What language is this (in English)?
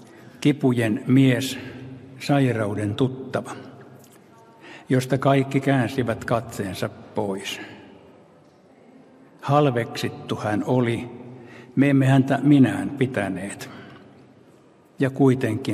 Finnish